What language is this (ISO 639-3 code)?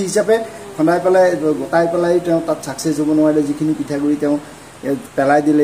asm